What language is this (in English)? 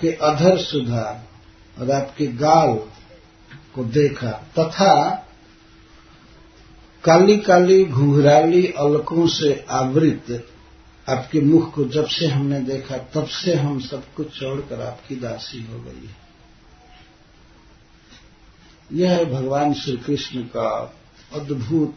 Hindi